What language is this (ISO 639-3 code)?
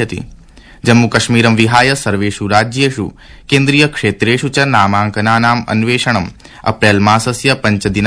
san